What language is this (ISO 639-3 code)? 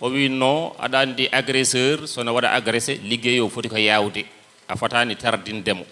ful